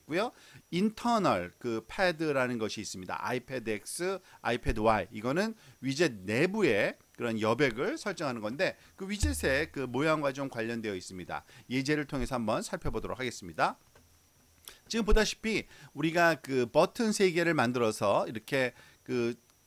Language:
Korean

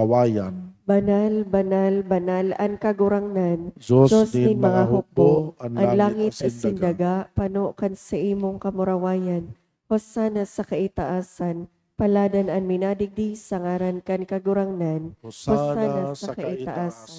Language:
Bikol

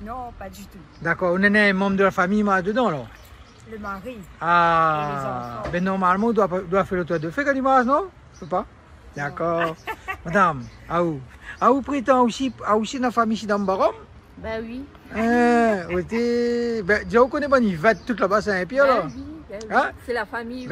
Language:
Réunion Creole French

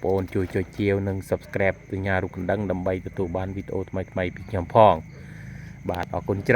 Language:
Khmer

